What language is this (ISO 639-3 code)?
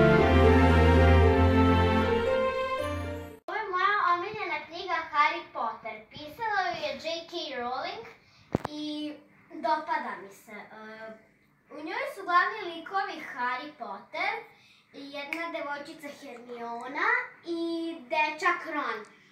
srp